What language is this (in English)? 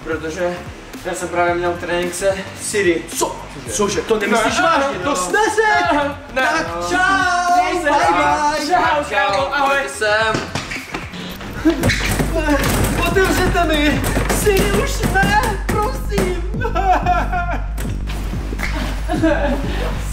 Czech